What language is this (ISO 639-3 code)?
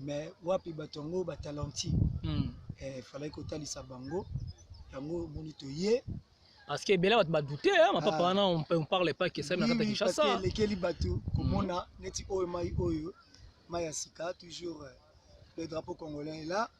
lin